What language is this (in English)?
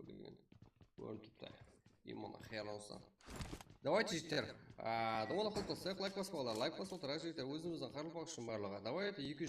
Kara-Kalpak